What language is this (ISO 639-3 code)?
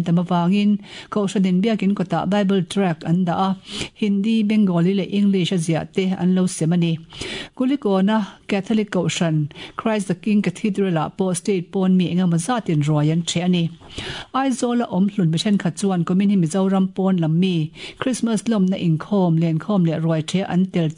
lus